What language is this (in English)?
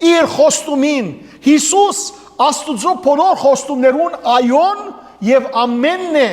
Western Armenian